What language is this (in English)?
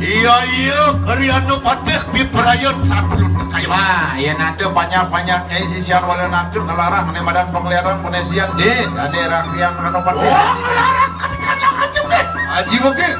Balinese